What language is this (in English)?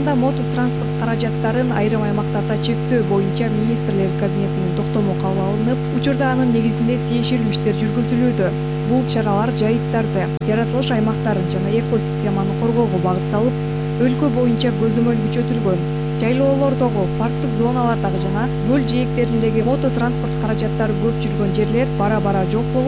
Kyrgyz